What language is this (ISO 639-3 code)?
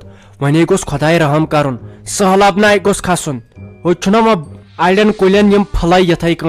kas